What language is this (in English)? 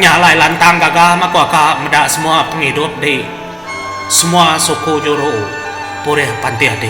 Iban